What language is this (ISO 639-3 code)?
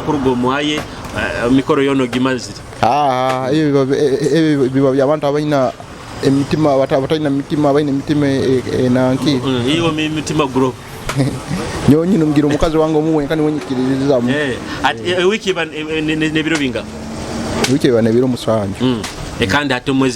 nyo